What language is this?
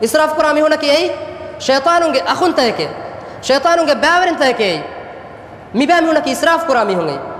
Divehi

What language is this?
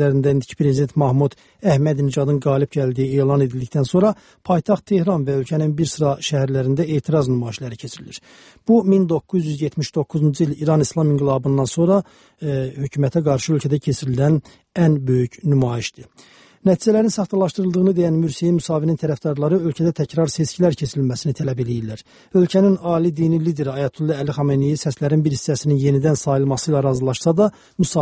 Azerbaijani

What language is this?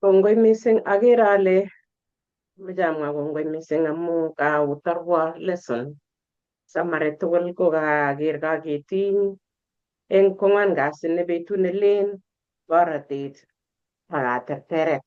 Kalenjin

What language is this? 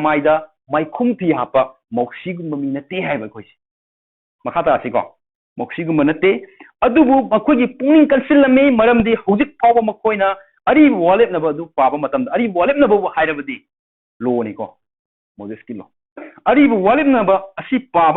Manipuri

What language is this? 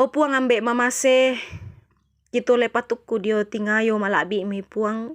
Toraja-Sa'dan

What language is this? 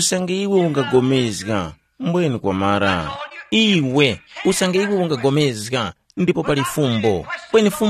Tumbuka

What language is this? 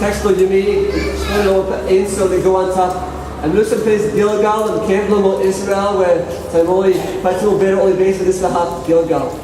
Tok Pisin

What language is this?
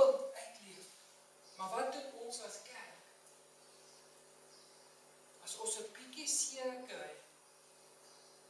Afrikaans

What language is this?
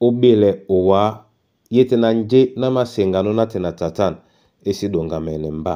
Duala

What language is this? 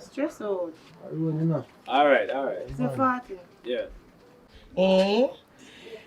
Jamaican Creole English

